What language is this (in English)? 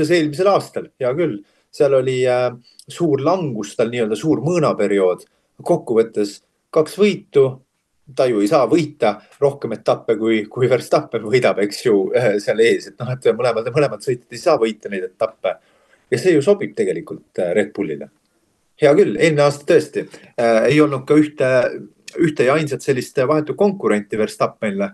Estonian